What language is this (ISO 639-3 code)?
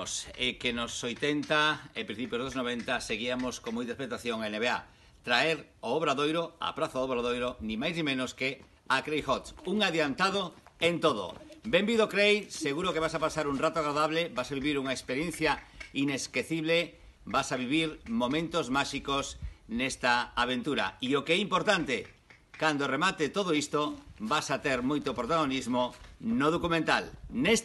glg